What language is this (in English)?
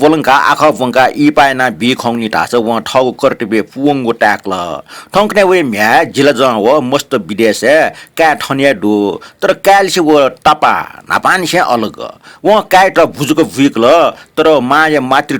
Newari